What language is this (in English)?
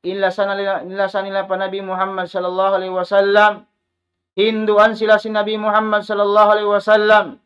Tausug